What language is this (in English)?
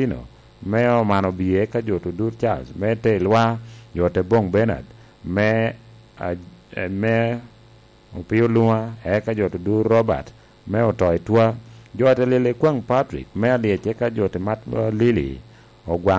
Lango (Uganda)